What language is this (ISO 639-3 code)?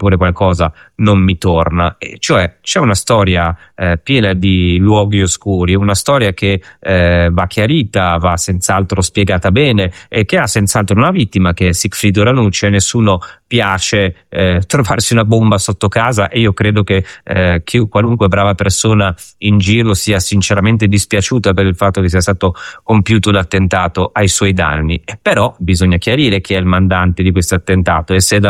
ita